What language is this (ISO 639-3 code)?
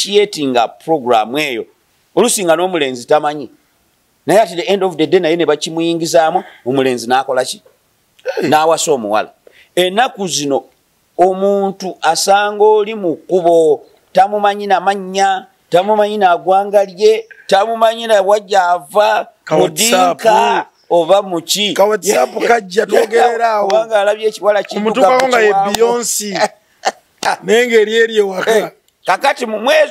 lug